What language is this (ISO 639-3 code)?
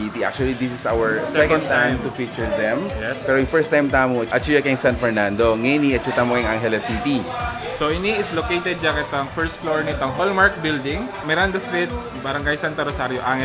pam